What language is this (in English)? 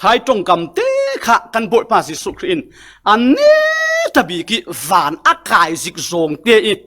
Falam Chin